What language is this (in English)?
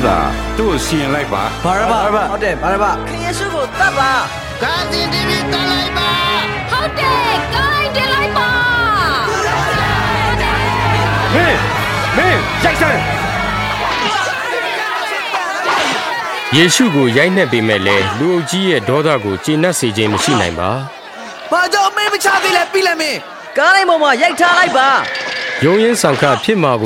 Burmese